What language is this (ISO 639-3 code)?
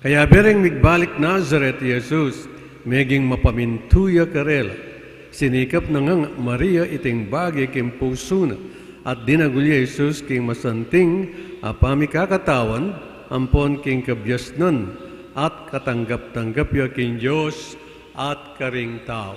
pam